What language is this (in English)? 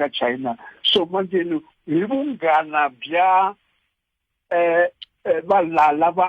Tsonga